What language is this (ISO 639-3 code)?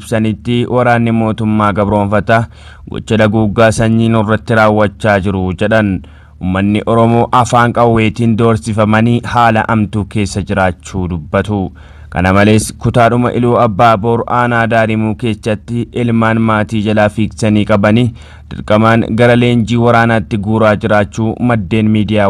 orm